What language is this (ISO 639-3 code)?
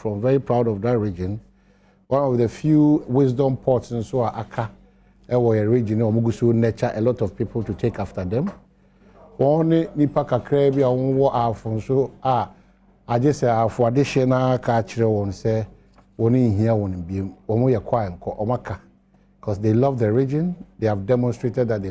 aka